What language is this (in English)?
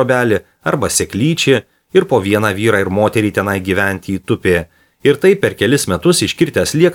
Lithuanian